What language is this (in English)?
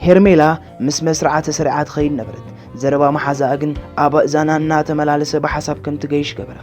Tigrinya